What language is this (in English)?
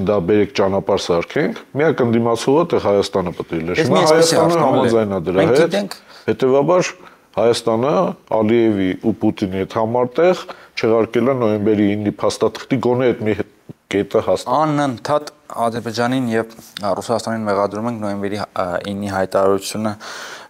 Armenian